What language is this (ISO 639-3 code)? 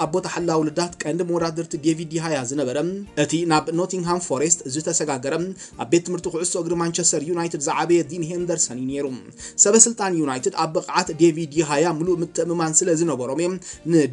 tir